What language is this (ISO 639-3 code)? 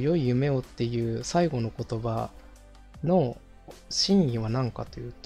jpn